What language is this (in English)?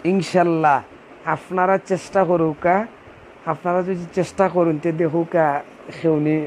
Sylheti